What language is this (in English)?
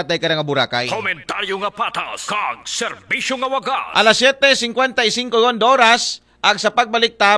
Aklanon